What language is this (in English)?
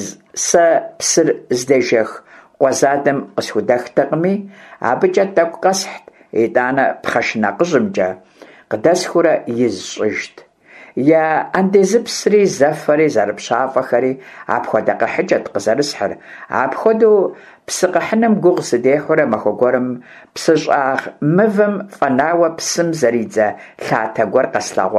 Kabardian